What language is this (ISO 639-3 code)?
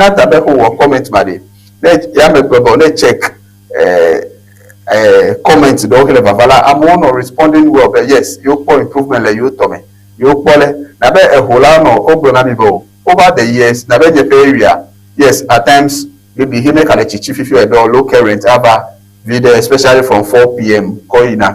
ewe